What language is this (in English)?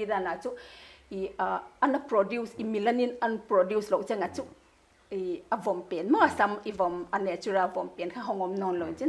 Paite Chin